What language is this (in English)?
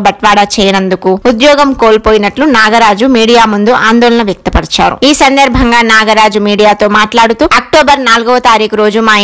Telugu